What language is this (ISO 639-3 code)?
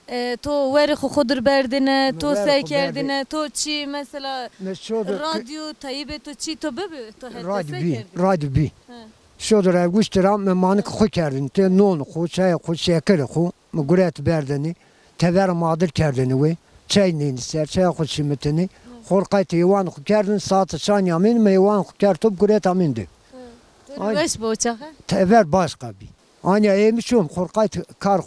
zza